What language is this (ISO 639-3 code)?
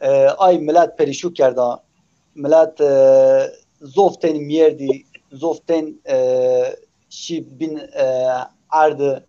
zza